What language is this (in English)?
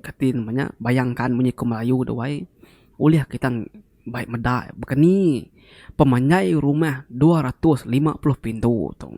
Iban